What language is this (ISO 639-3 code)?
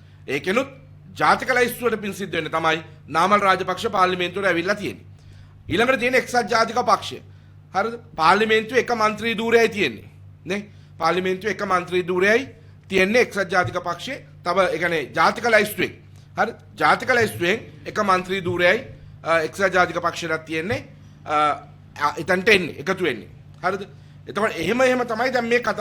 sin